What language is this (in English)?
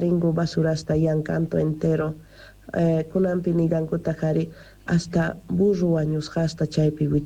Quechua